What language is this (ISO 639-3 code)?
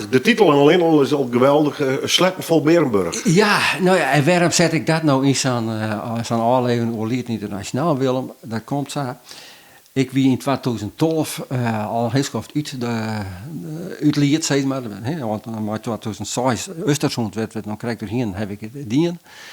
fry